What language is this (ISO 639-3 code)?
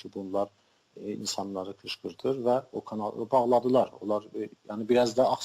azb